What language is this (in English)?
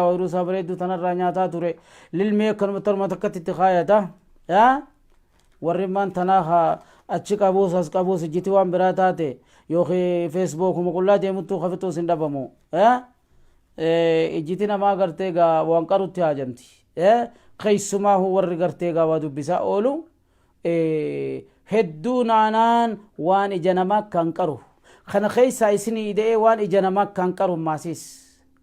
Oromo